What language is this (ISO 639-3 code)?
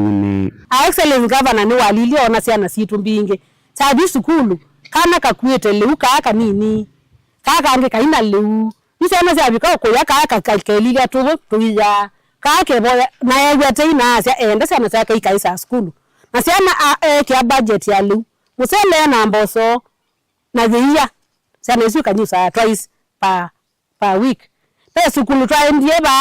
kam